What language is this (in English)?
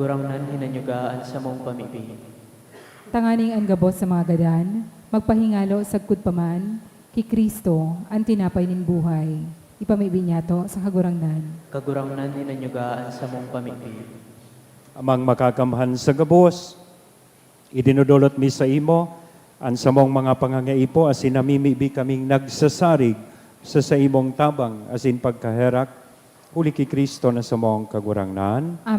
Bikol